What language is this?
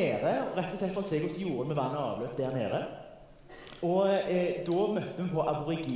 Norwegian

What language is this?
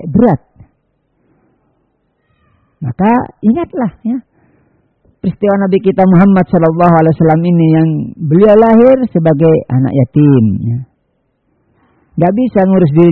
Indonesian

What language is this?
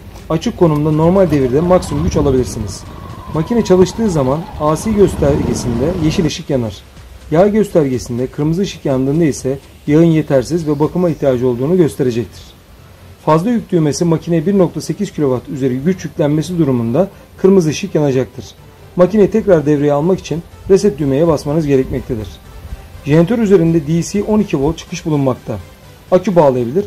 Turkish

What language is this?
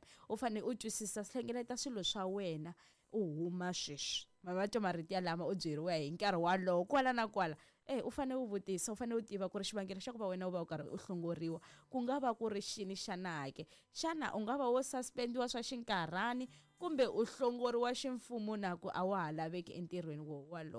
Tsonga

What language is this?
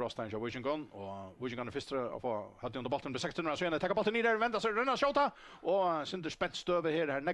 Faroese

